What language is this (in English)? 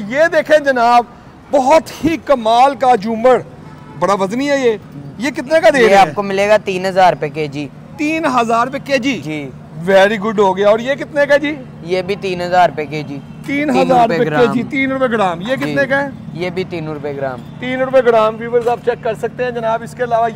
Hindi